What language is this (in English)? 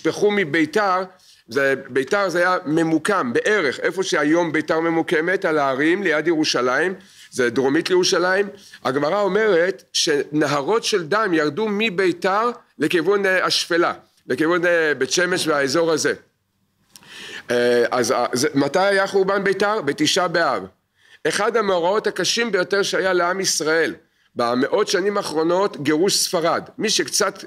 Hebrew